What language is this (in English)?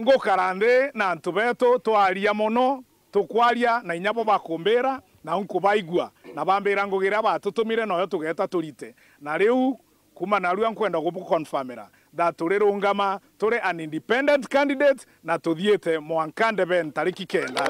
Meru